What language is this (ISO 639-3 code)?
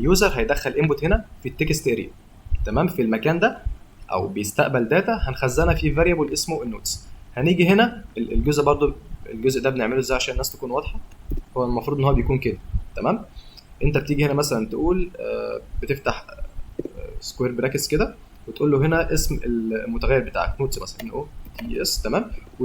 arz